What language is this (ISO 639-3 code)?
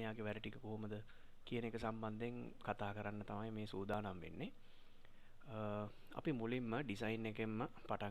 sin